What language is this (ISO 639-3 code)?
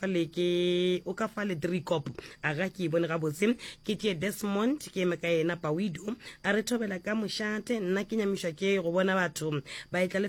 nso